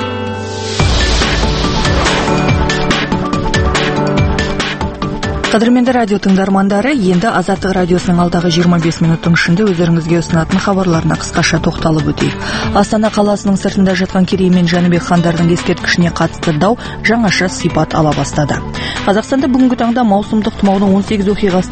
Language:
Kazakh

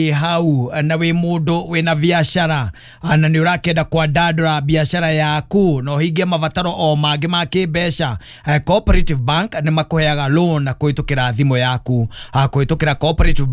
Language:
Kikuyu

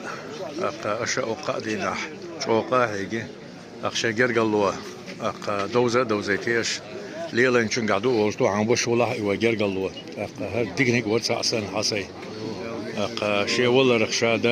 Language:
Chechen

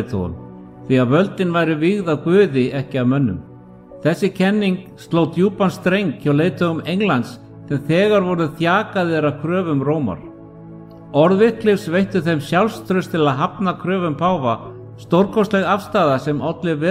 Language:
Icelandic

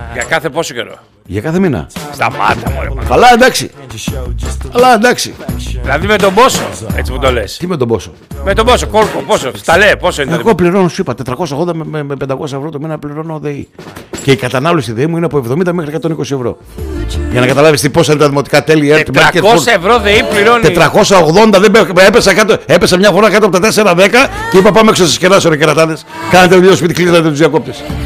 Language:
Greek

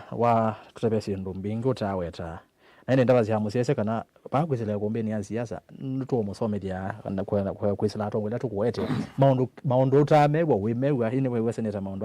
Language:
Kamba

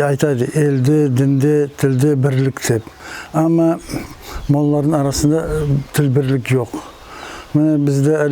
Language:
Nogai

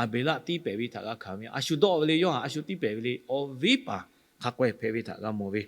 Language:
Lahu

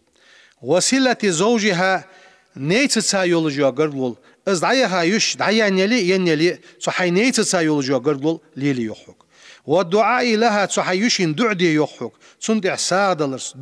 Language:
Ingush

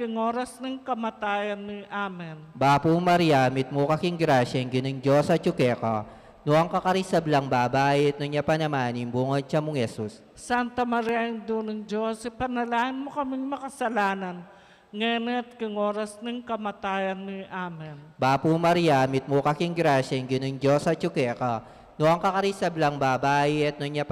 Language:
Pampanga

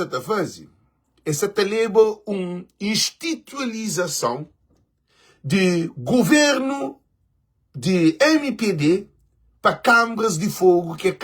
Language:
Kabuverdianu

